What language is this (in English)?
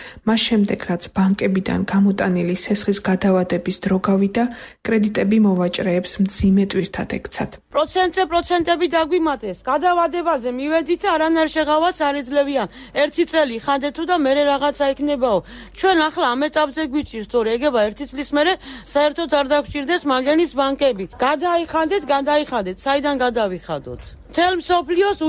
Georgian